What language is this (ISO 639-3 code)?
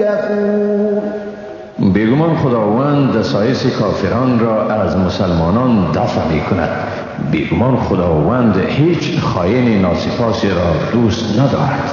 fas